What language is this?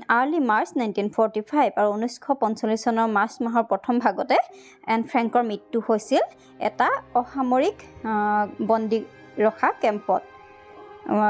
Assamese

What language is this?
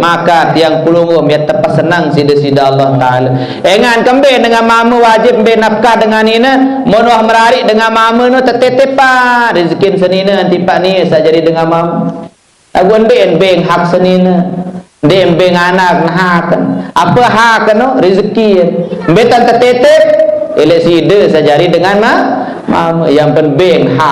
Sasak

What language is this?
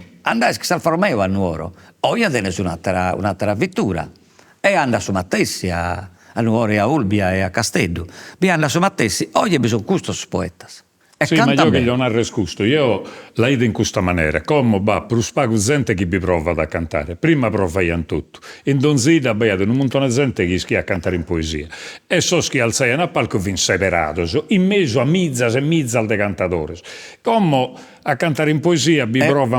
Sardinian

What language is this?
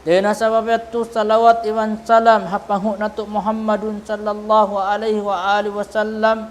Tausug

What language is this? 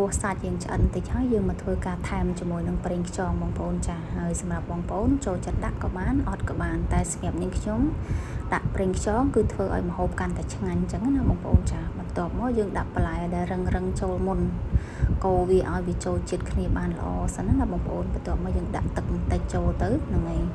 Khmer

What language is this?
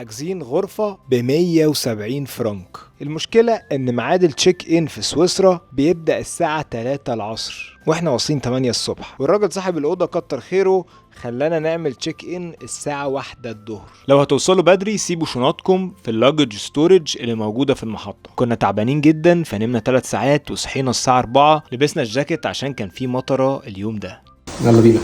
Egyptian Arabic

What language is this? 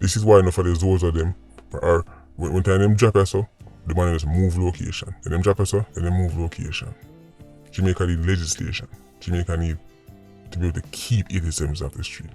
Jamaican Creole English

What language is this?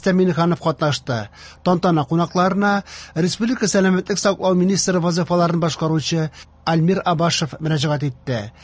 Tatar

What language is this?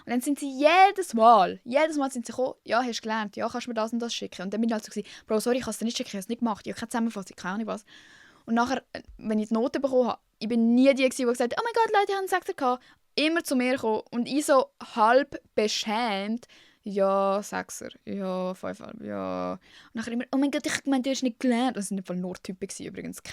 Swiss German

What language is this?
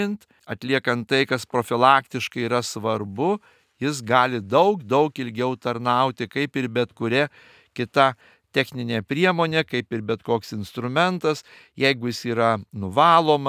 Lithuanian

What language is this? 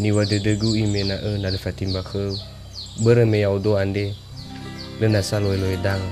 Nias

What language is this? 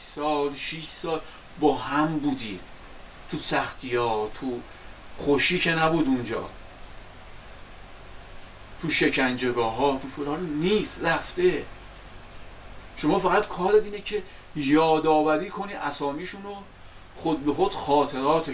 Persian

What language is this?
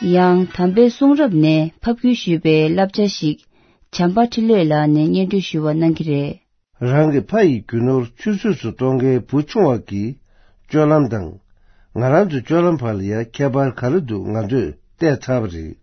Tibetan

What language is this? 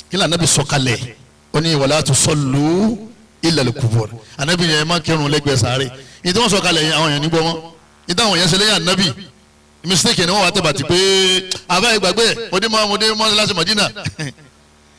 Yoruba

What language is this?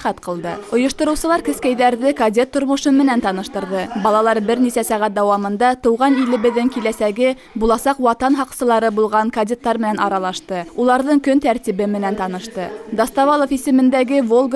Bashkir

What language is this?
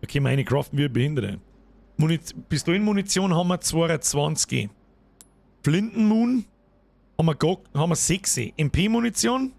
Bavarian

